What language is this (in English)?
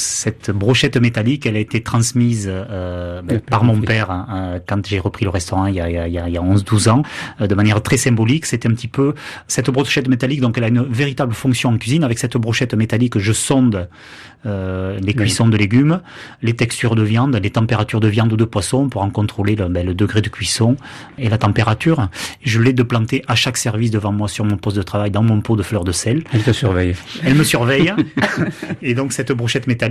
French